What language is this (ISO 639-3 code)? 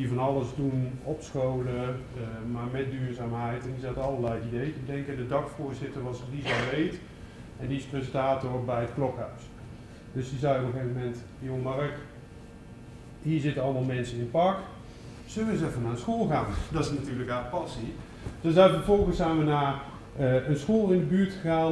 nld